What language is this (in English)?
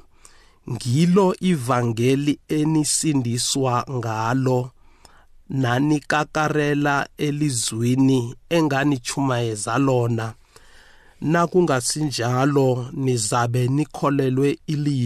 South Ndebele